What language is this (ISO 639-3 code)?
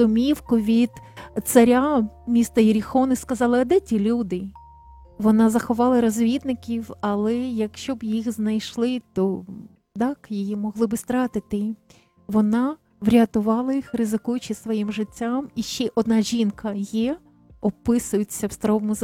ukr